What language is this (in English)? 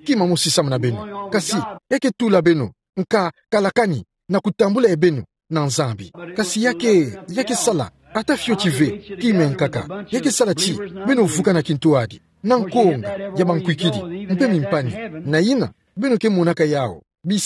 Kituba (Democratic Republic of Congo)